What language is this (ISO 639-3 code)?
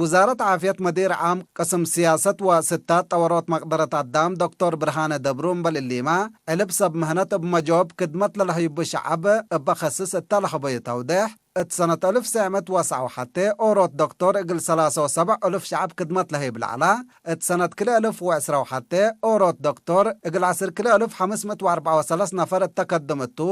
tig